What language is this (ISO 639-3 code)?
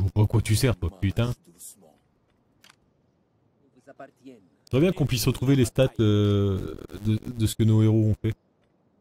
fra